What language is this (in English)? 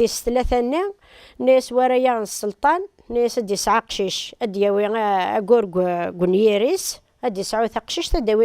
Kabyle